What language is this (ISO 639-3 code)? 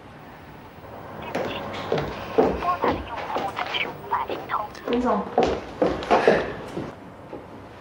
zho